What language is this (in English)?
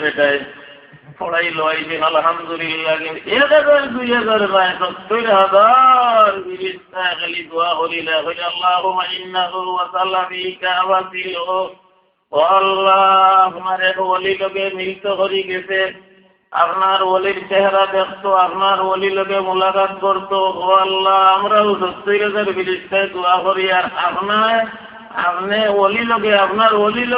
Sylheti